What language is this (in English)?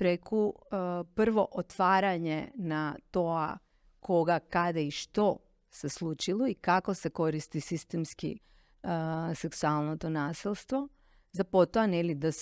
Macedonian